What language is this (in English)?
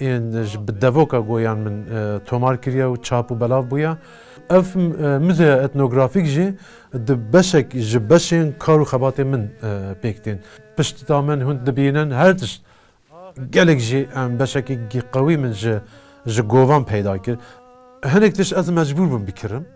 Kurdish